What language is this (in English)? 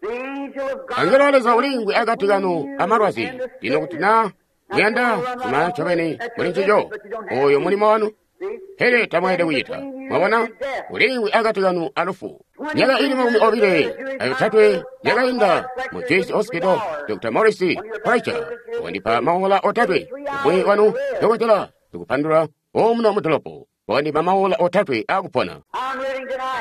Tonga (Zambia)